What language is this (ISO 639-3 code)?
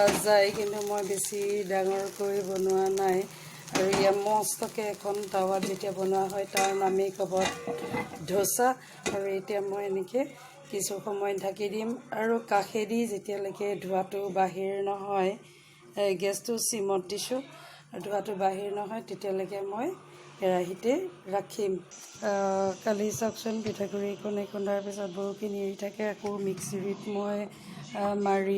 asm